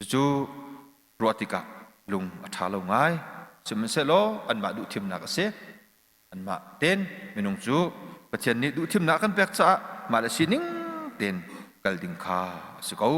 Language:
Hakha Chin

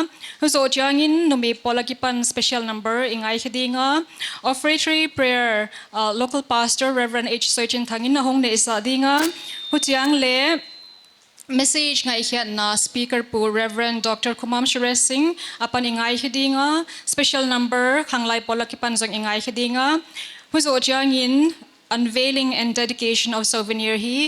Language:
Paite Chin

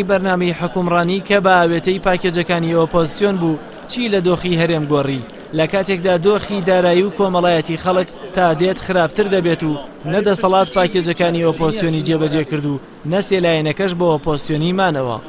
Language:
Central Kurdish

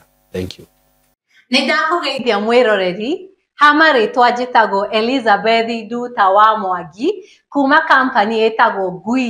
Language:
Kikuyu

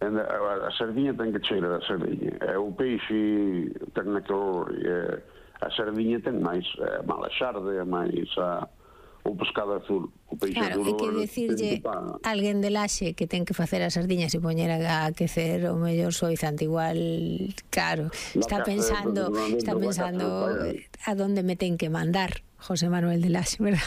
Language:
Galician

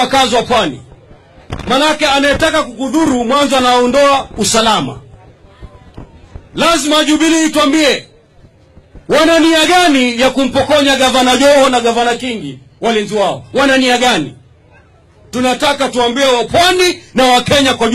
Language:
Swahili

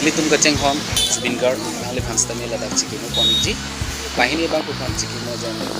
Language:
Karbi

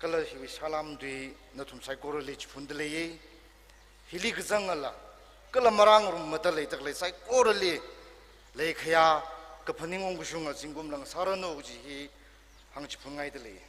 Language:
Tangkhul Naga (India)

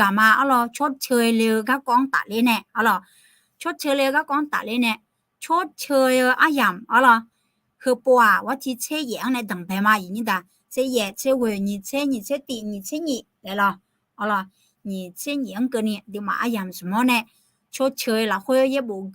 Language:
Akha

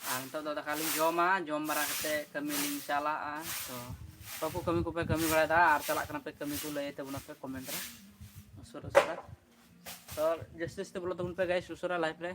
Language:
Santali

